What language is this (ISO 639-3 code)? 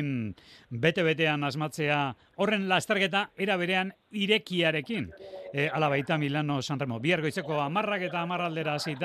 eus